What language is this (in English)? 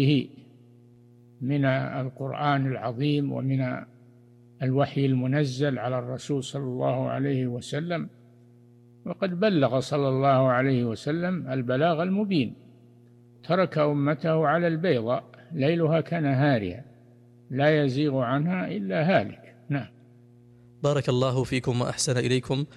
Arabic